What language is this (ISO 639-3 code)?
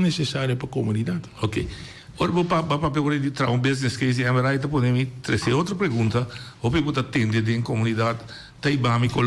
pap